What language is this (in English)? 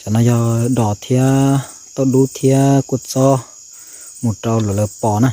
Hmong